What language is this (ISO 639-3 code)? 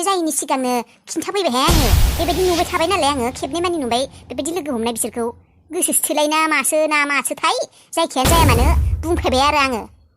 brx